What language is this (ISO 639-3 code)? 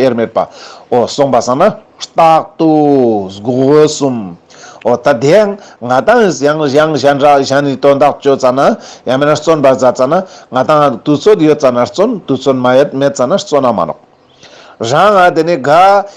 lbj